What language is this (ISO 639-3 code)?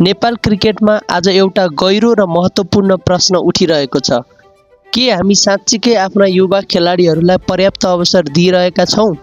nep